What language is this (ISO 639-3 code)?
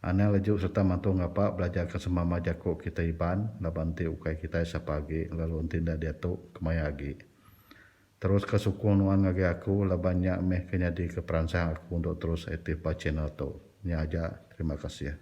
iba